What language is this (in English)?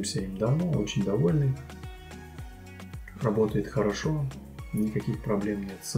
Russian